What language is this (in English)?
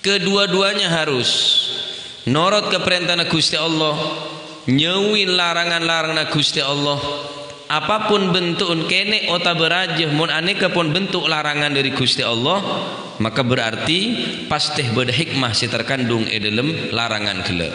Madurese